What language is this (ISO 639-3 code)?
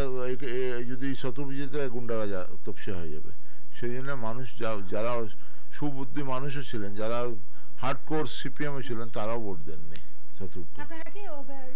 ben